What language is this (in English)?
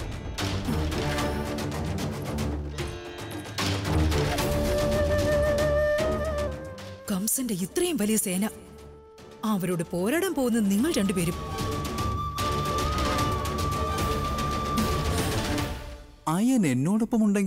Malayalam